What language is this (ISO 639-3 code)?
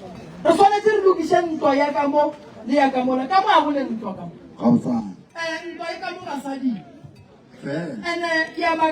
nso